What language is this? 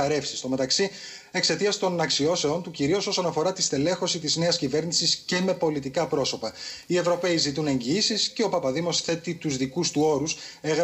Greek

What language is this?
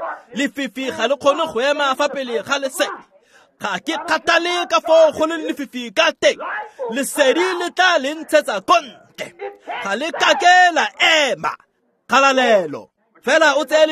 Tswana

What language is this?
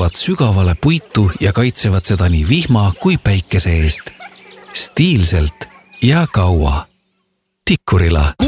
Estonian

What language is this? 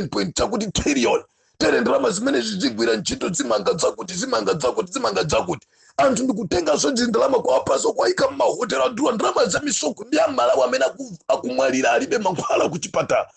Nyanja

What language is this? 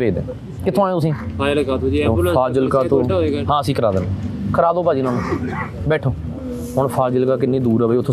Punjabi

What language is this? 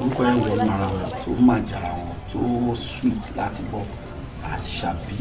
Yoruba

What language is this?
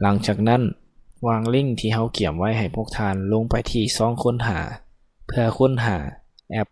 Lao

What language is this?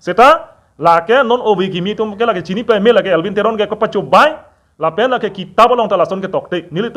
Karbi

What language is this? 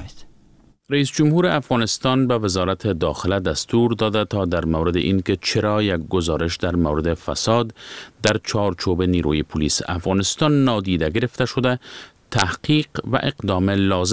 Persian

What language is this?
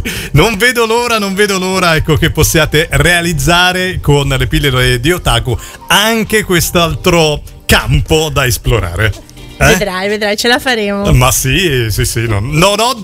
Italian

